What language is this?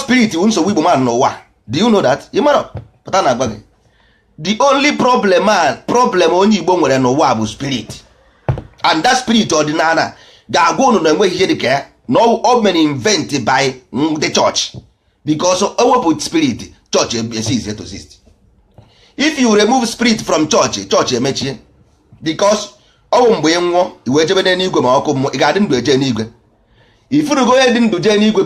Igbo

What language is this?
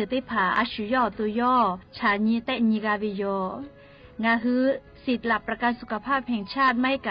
Lahu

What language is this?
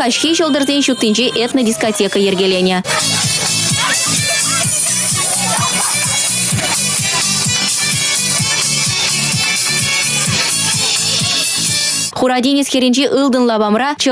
Chuvash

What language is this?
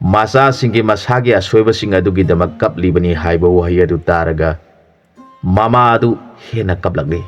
Manipuri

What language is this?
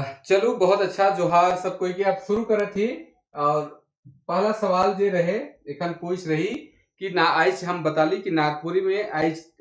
Sadri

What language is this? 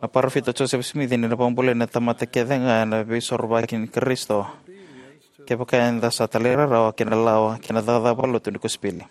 Fijian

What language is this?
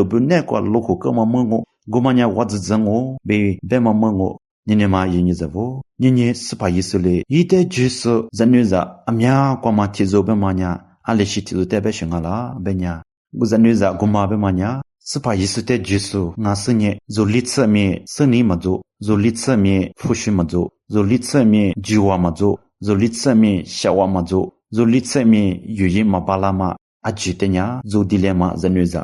Lisu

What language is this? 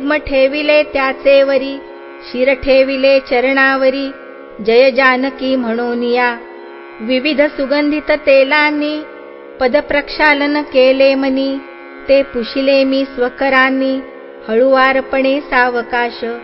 Marathi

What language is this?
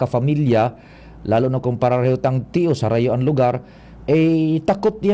Bikol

